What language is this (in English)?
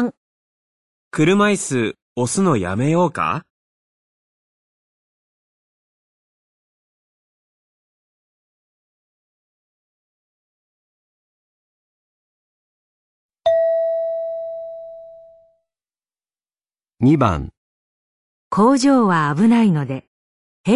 Japanese